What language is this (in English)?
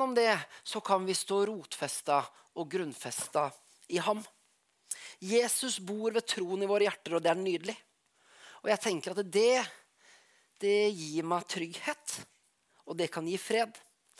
Norwegian